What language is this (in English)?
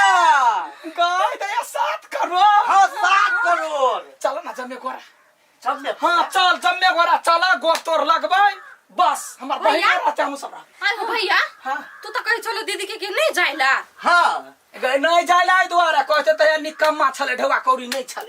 Maithili